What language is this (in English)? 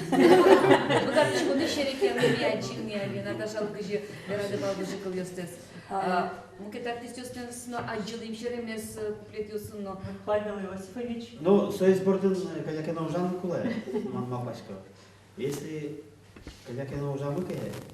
Udmurt